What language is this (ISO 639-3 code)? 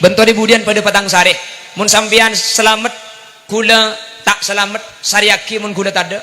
mad